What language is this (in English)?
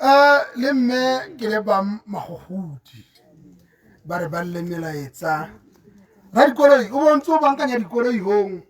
Tswana